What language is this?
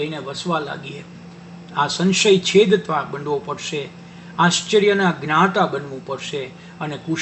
Gujarati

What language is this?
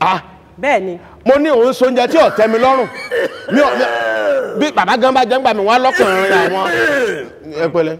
Yoruba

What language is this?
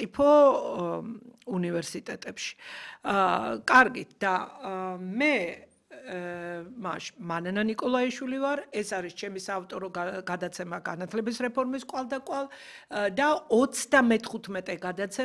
Georgian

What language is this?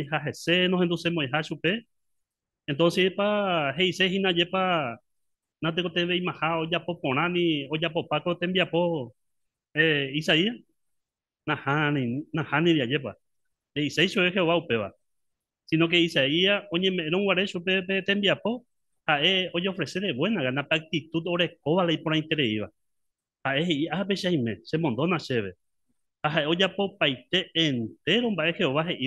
Guarani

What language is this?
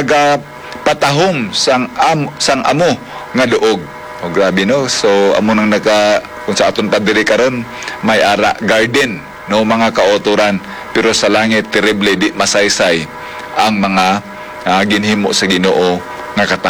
Hiligaynon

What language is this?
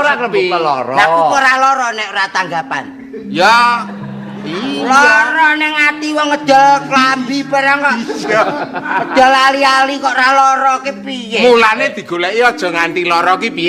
Javanese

